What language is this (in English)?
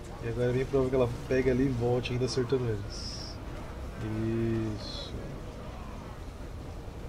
Portuguese